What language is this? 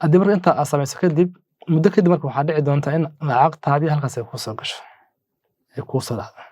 Somali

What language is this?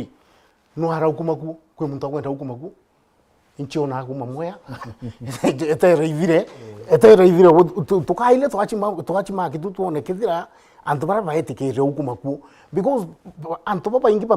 Meru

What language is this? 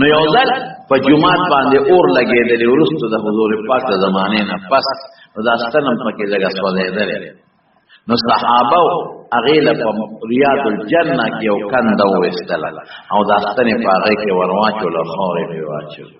Pashto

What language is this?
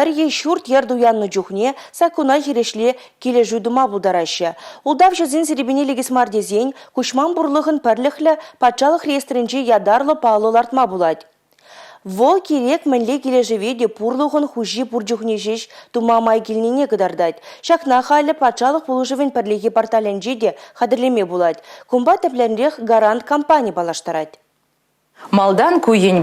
Chuvash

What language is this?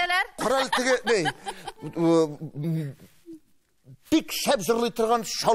Tatar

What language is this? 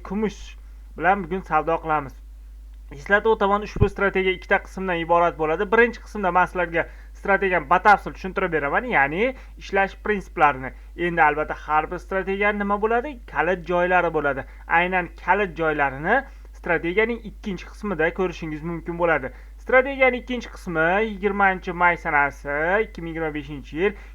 Uzbek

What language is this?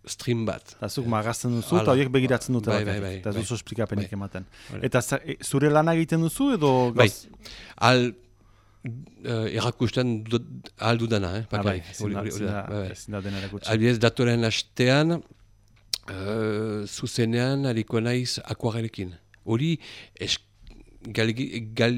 Basque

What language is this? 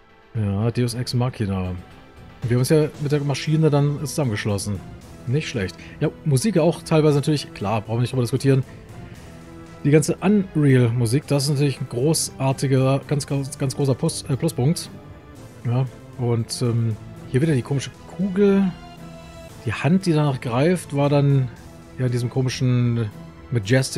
German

